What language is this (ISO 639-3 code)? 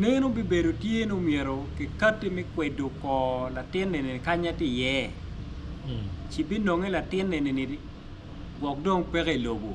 ach